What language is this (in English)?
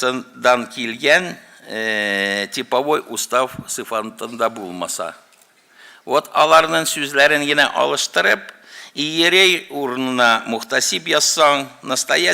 Tatar